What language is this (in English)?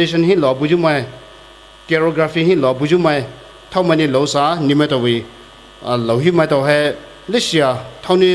Poumei Naga